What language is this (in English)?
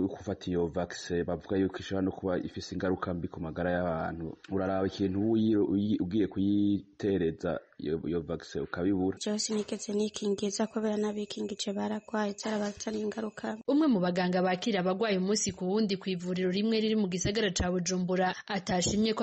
Rundi